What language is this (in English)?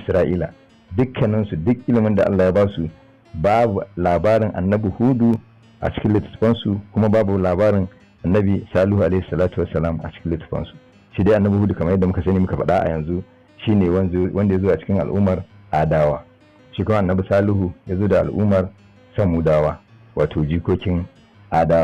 Hausa